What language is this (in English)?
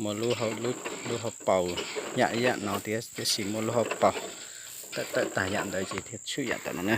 Hmong